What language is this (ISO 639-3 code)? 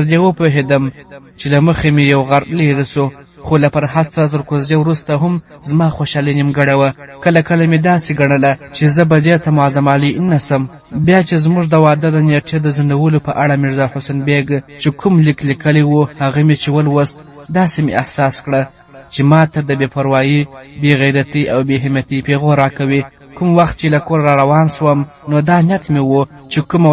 pus